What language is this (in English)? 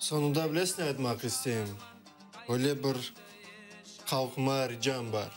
Crimean Tatar